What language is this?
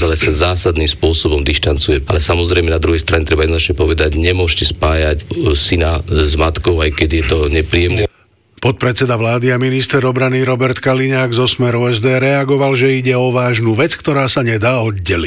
Slovak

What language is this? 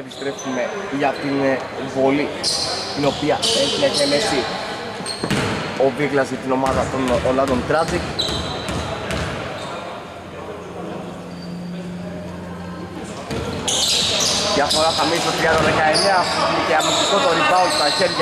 Greek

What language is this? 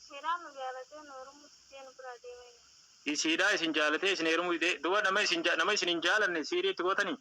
Oromo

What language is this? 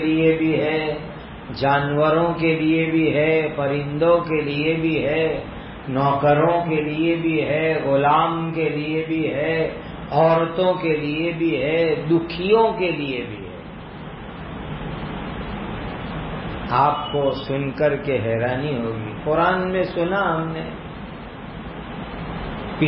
Urdu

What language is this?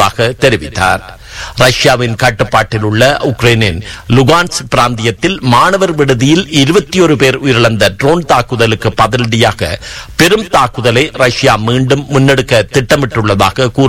Tamil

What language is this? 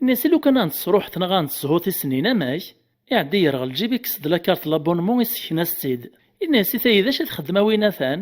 Kabyle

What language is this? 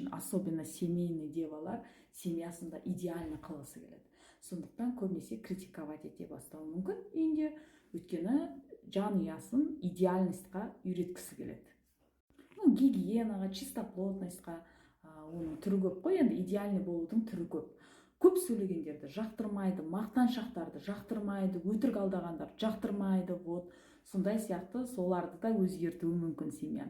Kazakh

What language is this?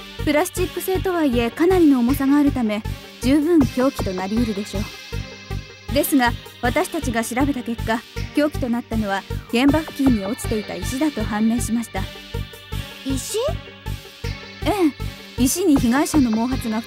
Japanese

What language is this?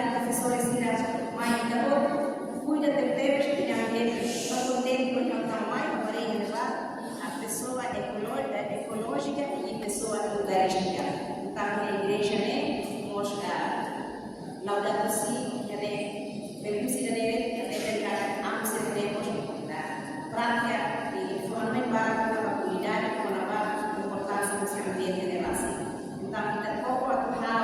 Tetum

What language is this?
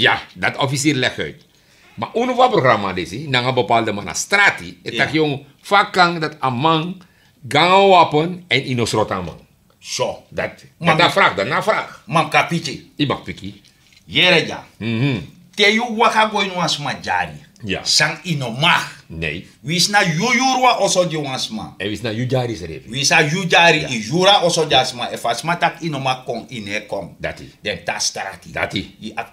Sranan Tongo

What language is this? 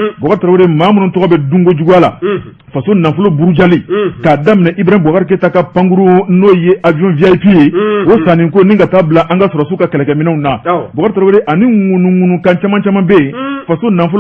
Bambara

